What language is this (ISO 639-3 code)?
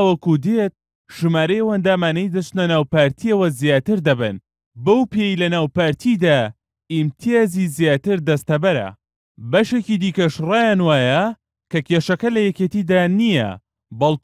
ckb